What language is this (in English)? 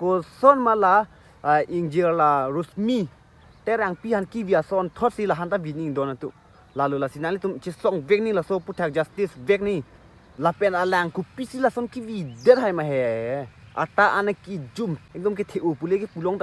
Karbi